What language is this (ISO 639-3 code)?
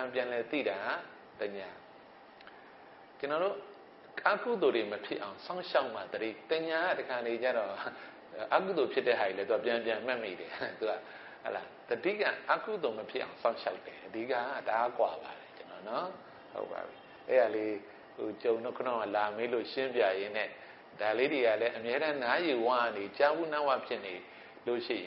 mya